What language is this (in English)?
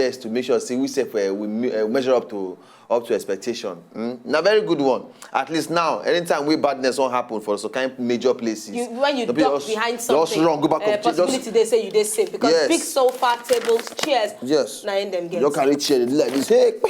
Nigerian Pidgin